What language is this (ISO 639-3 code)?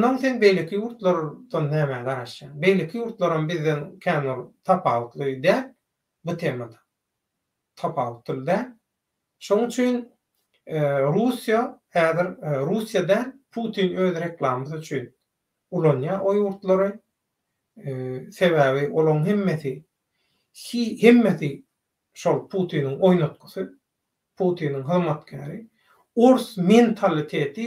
tuk